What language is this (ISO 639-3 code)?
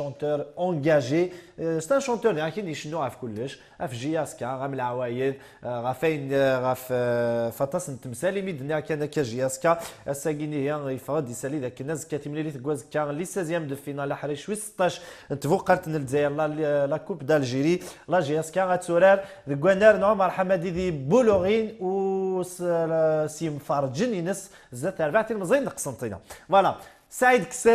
kab